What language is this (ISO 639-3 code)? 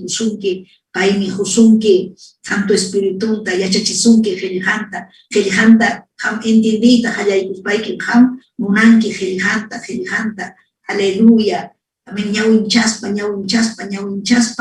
quy